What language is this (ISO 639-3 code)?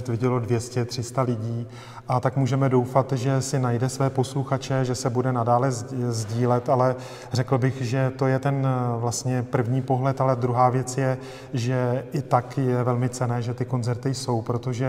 ces